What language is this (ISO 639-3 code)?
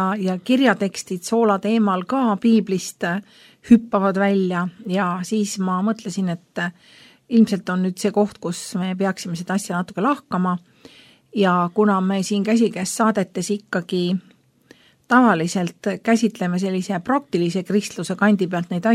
est